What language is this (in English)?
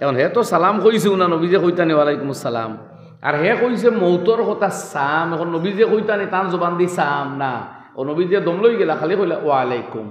Sylheti